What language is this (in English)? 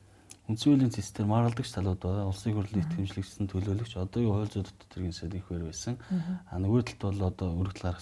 Mongolian